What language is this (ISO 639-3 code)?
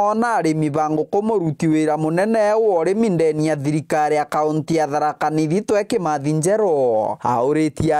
mer